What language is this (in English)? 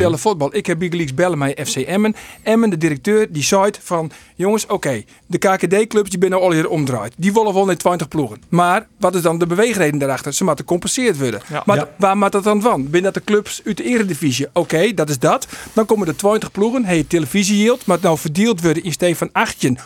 Western Frisian